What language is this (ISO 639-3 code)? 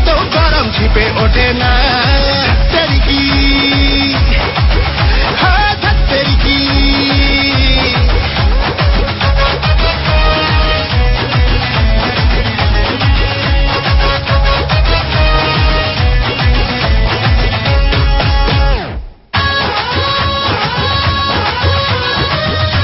ben